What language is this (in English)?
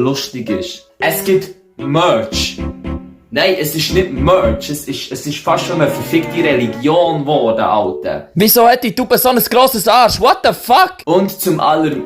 Swiss German